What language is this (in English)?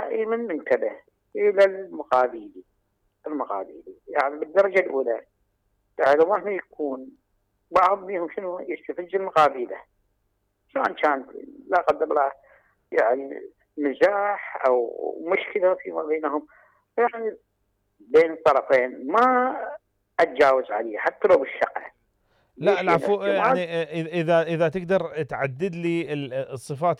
Mesopotamian Arabic